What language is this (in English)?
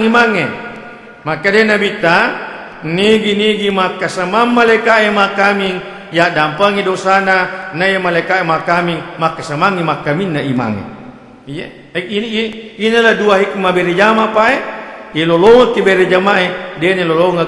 Buginese